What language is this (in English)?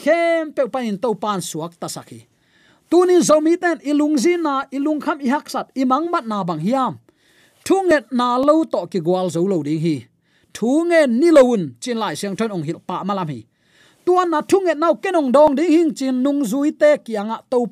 Tedim Chin